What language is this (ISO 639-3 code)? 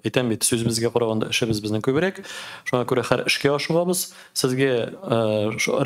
tat